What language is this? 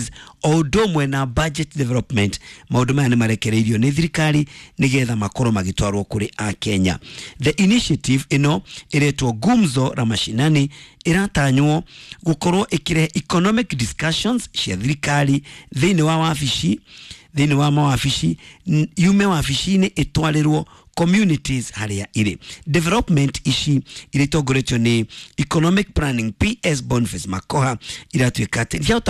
Kikuyu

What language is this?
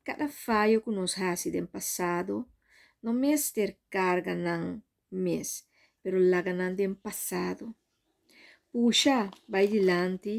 Papiamento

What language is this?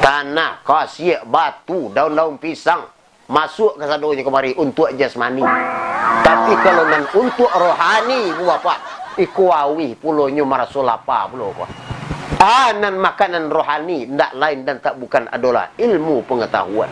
Minangkabau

